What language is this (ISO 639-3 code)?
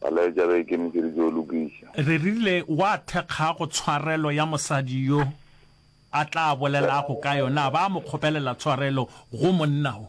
nso